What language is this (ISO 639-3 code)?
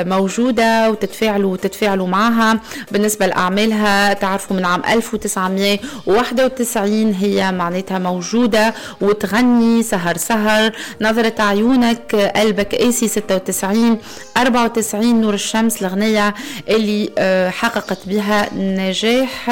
aeb